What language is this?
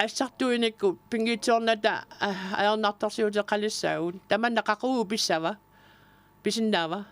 Kalaallisut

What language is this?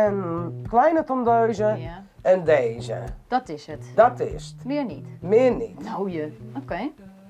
Western Frisian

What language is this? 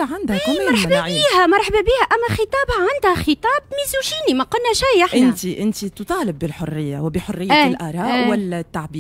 Tunisian Arabic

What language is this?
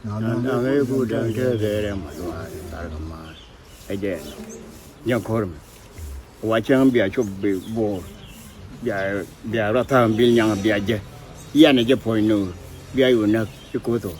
Nuer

